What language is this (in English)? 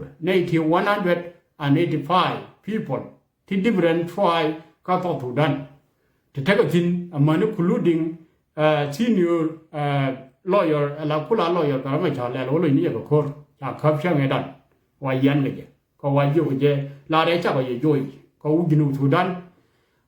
Nuer